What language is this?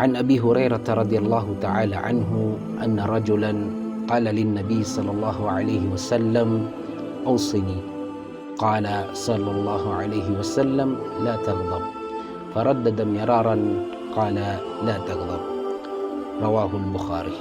Maranao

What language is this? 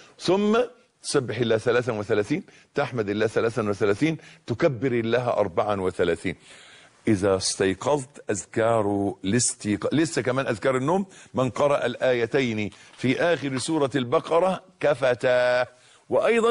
Egyptian Arabic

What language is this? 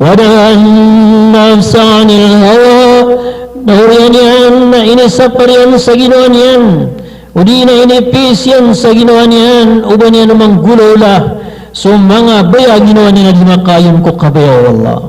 Maranao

